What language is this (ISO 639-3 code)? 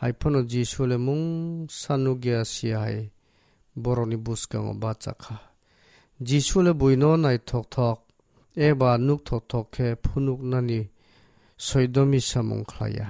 trp